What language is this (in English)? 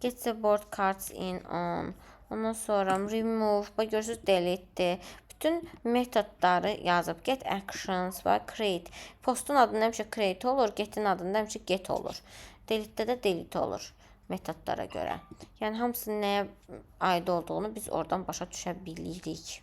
Azerbaijani